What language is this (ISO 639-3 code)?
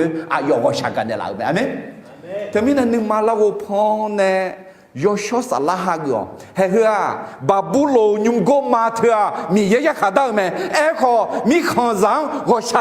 ahk